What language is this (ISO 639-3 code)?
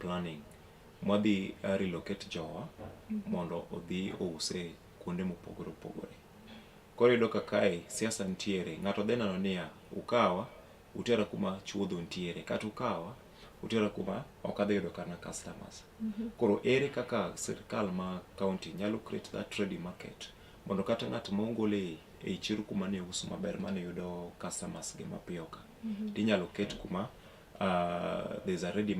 luo